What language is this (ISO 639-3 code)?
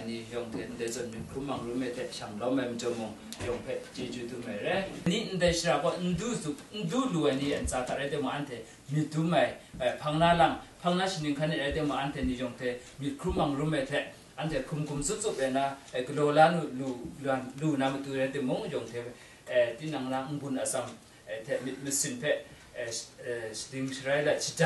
kac